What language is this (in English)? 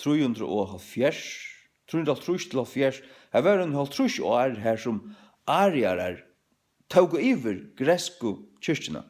Faroese